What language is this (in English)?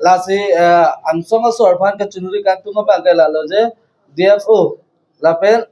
Karbi